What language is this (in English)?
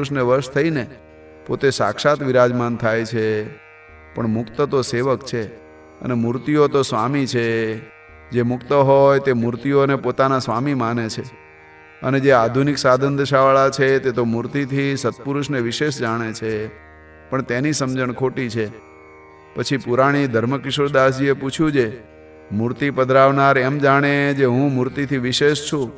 Gujarati